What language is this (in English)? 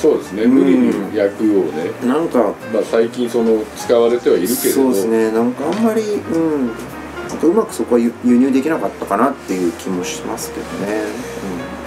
Japanese